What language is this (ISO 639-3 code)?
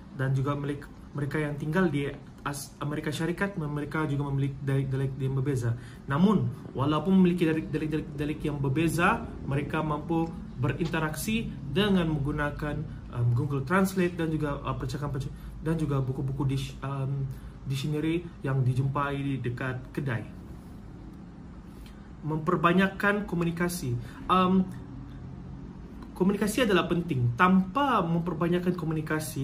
msa